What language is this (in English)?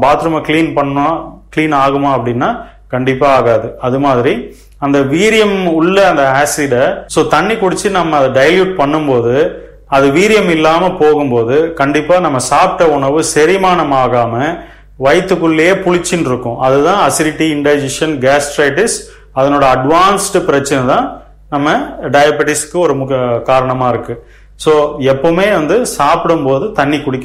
Tamil